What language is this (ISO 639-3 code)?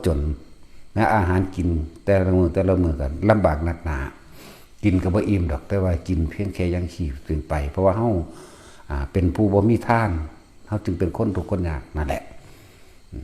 lao